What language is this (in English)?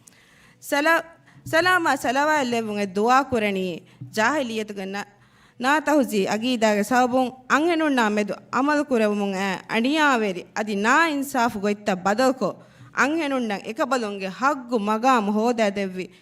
Divehi